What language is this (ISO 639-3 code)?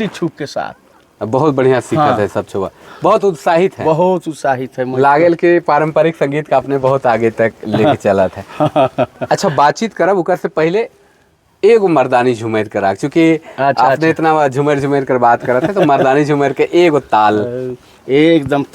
sck